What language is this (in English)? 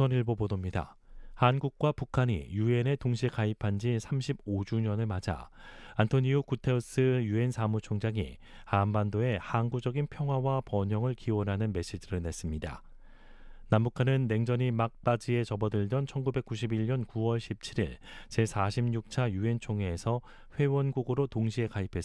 Korean